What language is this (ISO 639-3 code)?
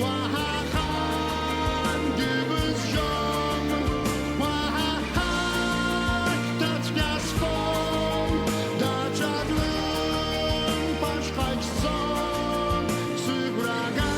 abk